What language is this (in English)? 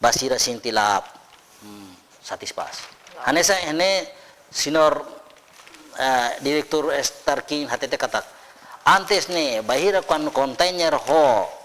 Tetum